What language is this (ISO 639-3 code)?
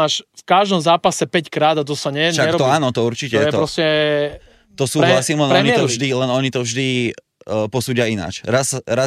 slk